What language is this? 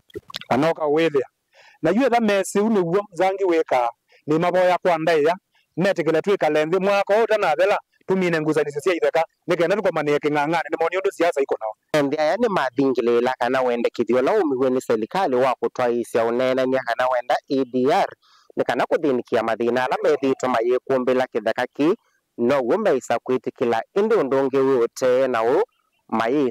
Kamba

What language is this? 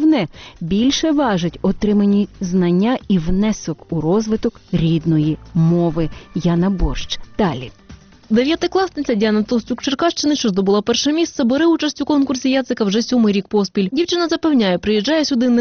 Ukrainian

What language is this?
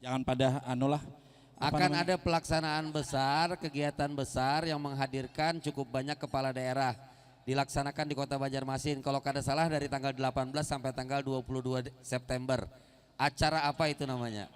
Banjar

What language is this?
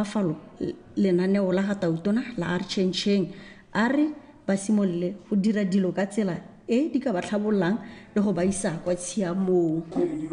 Tswana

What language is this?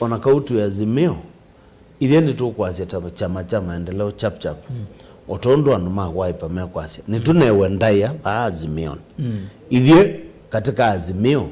Kamba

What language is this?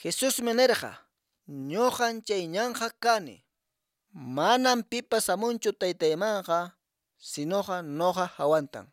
Quechua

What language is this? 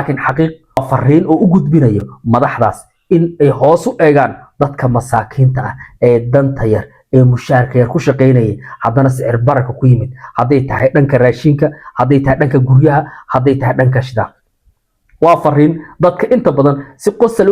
Somali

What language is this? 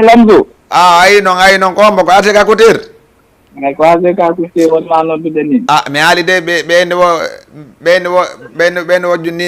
Fula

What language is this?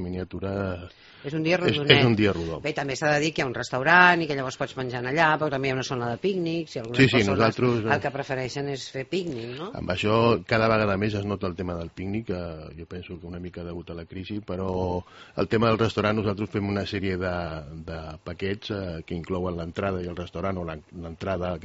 Catalan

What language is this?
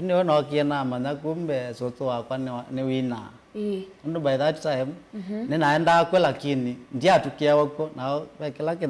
Kamba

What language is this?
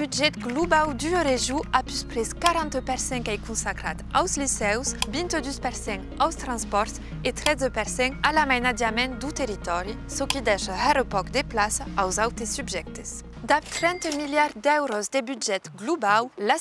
Occitan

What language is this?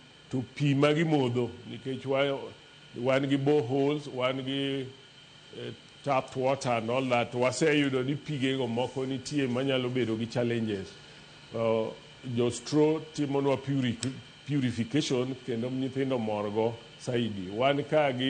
Luo (Kenya and Tanzania)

